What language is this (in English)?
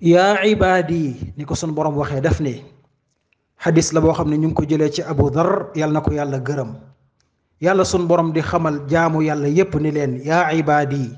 Wolof